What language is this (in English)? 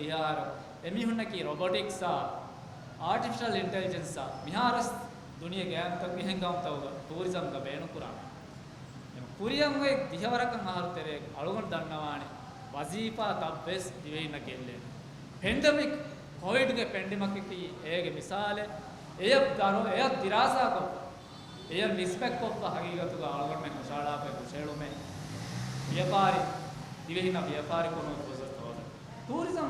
Divehi